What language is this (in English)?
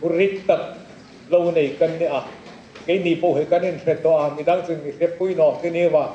Hmar